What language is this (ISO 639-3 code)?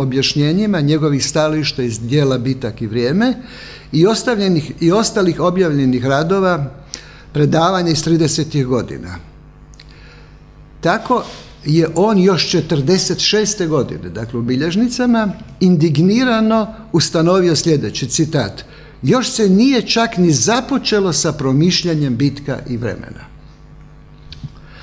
hrv